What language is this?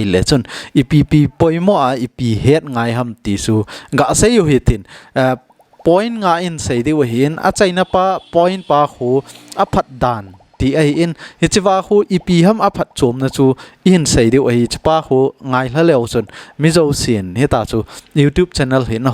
Thado Chin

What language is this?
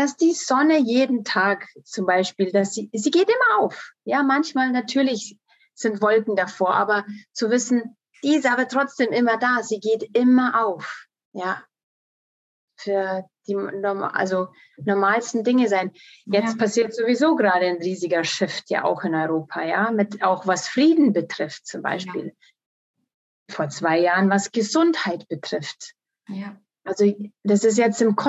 German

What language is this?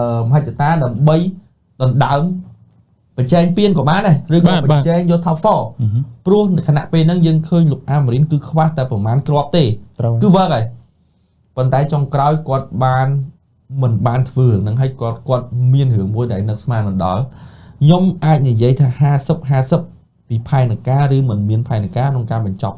Khmer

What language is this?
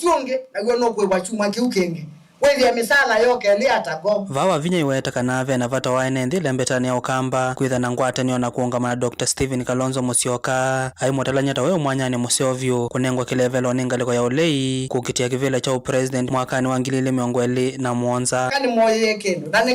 Kamba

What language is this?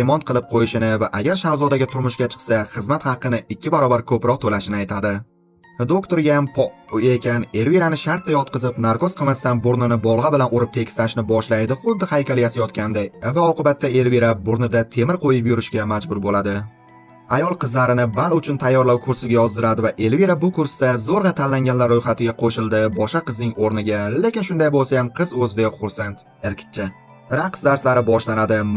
Uzbek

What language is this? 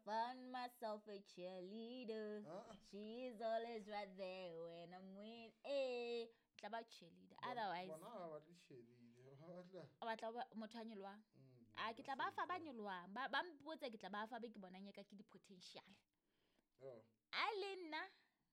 Southern Sotho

